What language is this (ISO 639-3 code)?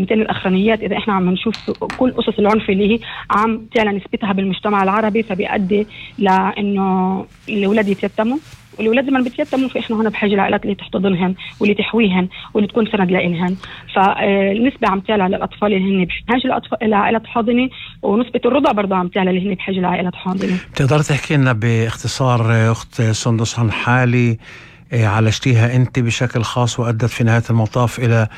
apc